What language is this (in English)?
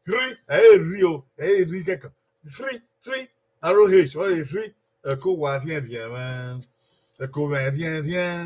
Bini